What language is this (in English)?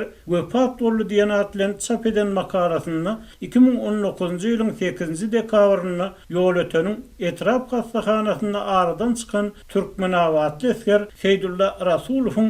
Turkmen